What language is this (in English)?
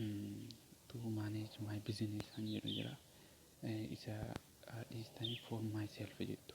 Oromo